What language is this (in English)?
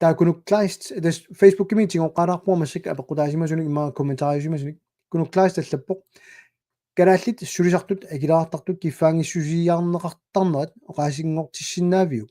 Kalaallisut